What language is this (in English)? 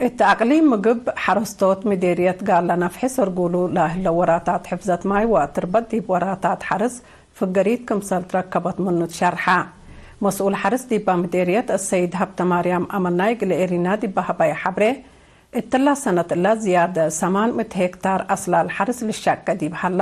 Tigre